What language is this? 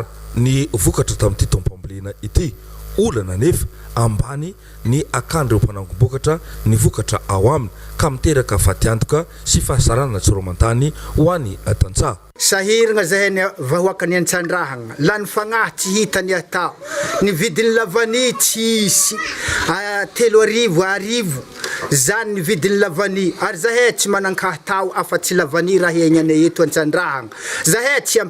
Malagasy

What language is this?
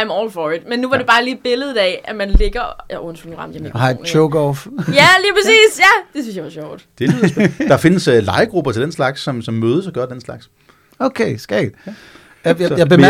Danish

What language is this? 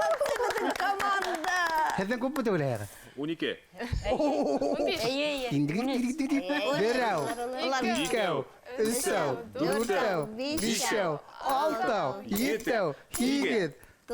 Bashkir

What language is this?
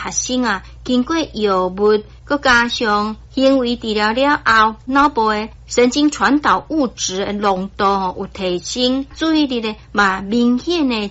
Min Nan Chinese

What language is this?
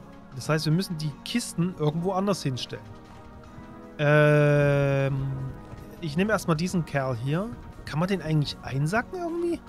German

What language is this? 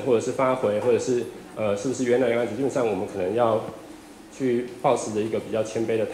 Chinese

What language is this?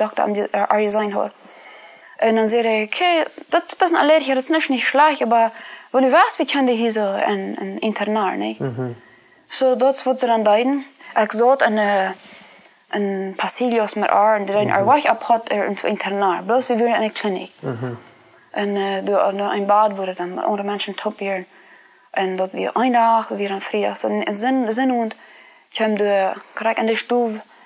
Plautdietsch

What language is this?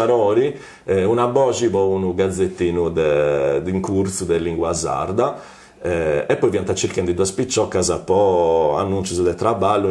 Sardinian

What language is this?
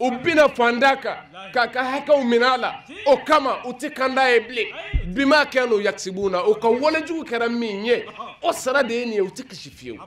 Bambara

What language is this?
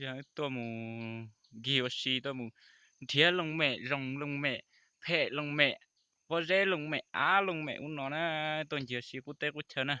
Hmong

